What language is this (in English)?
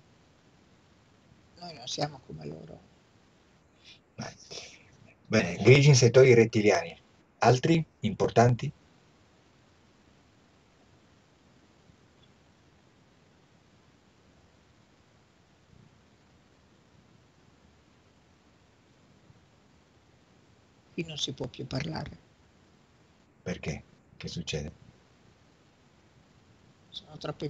Italian